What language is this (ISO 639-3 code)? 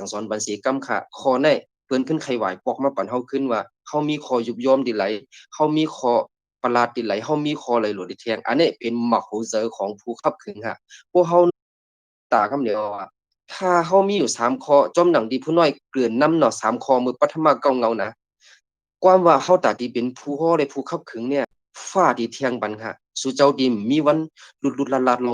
shn